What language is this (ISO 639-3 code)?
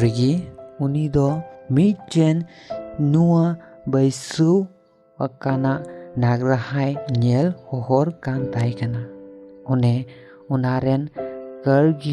sat